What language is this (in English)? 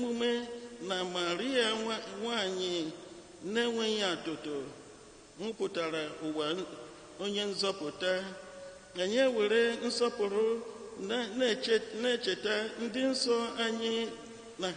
Igbo